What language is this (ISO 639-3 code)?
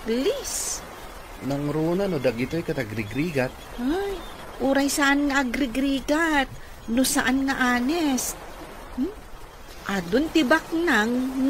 ilo